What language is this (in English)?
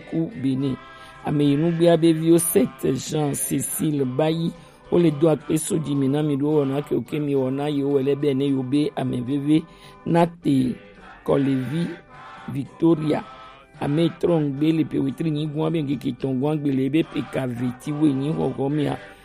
Gen